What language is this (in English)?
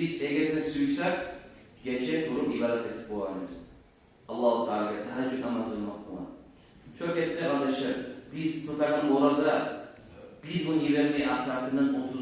Kumyk